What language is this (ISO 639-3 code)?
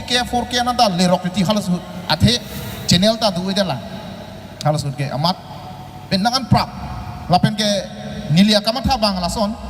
mjw